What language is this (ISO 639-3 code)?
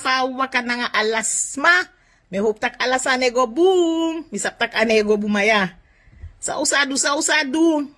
srn